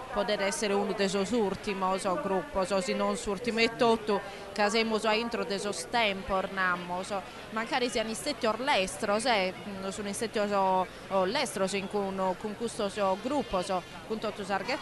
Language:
Sardinian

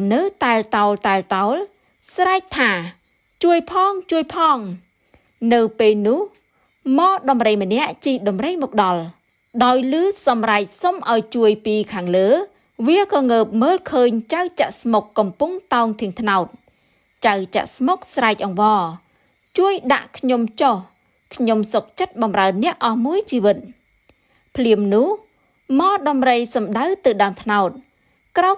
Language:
Khmer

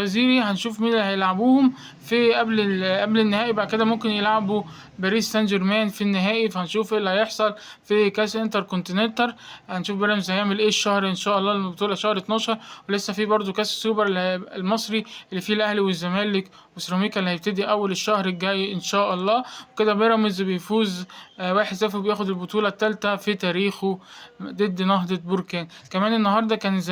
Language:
Egyptian Arabic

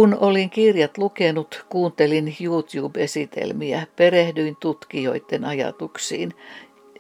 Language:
Finnish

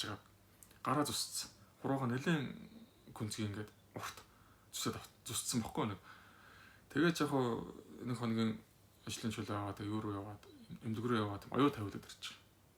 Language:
Mongolian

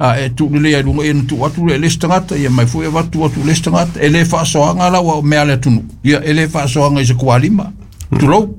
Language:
Samoan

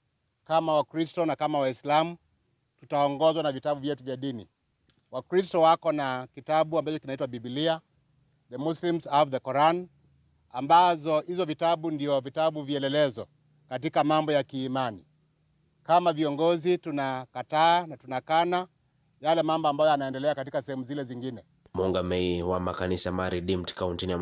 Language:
Kamba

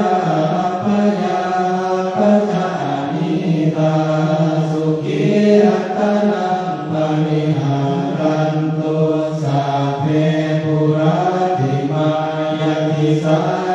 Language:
Pali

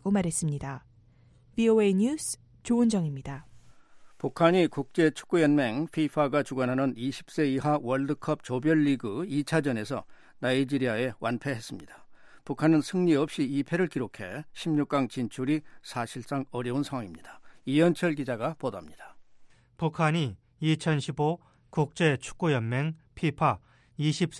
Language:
Korean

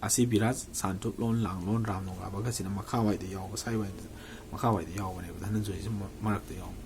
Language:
Manipuri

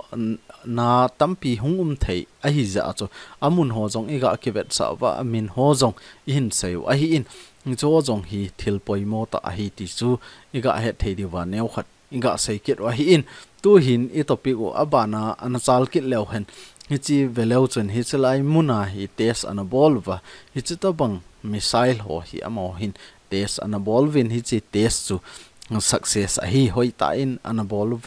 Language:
Thado Chin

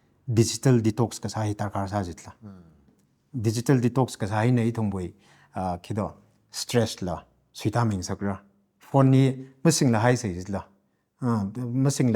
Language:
Tangkhul Naga (India)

